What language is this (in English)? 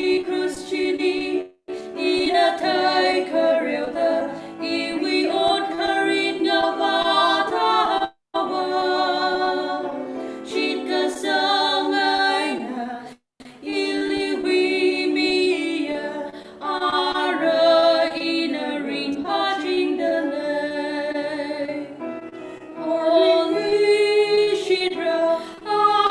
Tangkhul Naga (India)